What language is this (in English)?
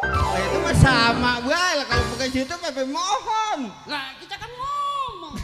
Betawi